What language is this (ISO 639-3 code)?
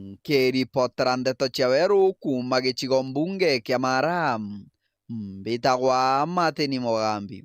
mer